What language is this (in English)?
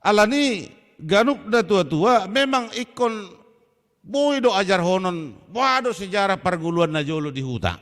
Batak Toba